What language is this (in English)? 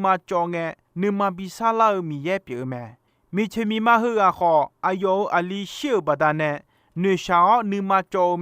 Akha